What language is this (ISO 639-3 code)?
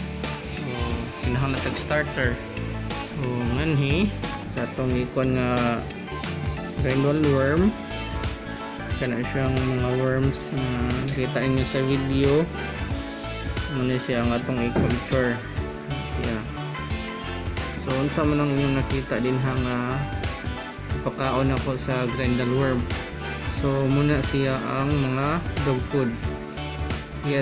ceb